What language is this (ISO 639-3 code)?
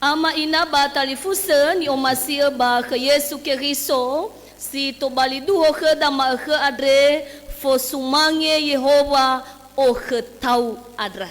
nia